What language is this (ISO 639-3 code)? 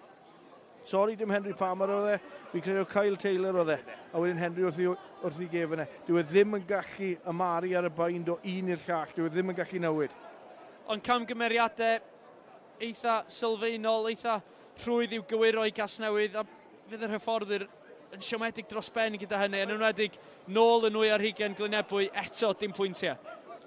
cym